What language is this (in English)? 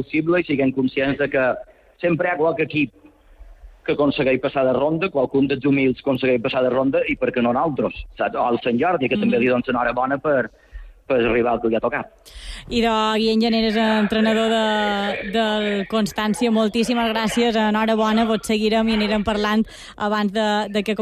Catalan